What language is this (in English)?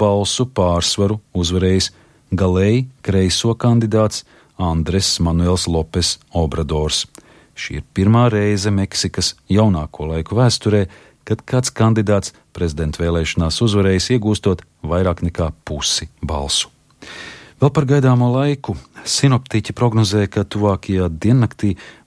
Latvian